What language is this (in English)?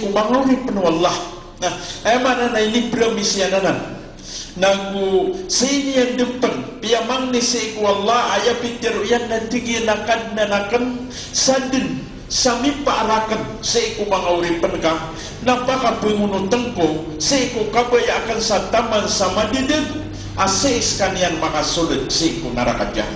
Maranao